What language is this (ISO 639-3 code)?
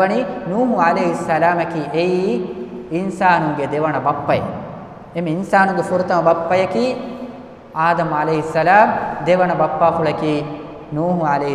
div